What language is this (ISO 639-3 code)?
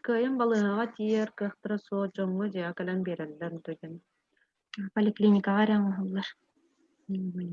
sah